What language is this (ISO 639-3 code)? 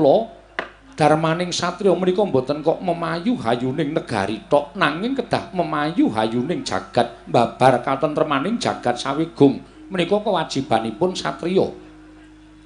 jav